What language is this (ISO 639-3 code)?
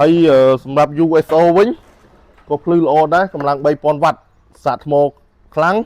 khm